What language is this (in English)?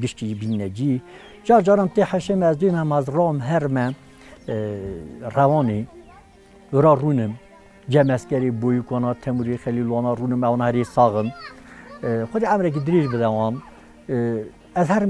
Kurdish